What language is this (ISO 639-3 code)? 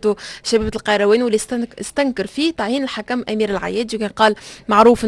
aeb